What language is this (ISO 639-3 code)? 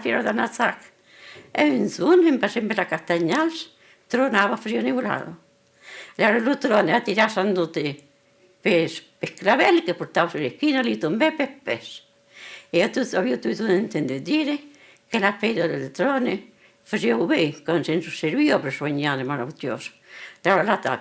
oci